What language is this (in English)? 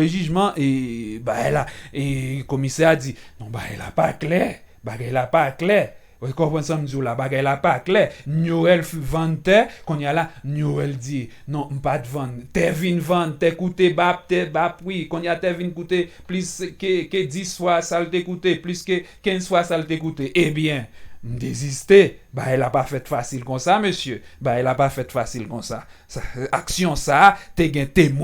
Haitian Creole